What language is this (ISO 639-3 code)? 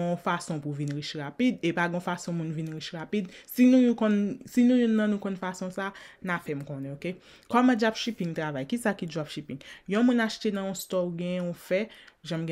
hat